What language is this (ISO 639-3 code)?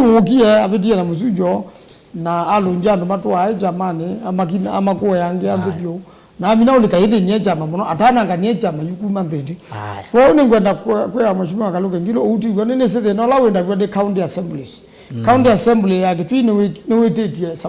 kam